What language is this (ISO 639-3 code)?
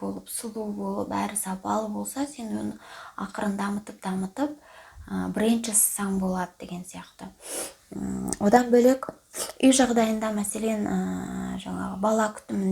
kaz